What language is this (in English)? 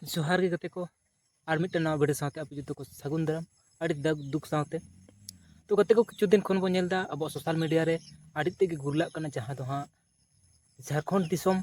Santali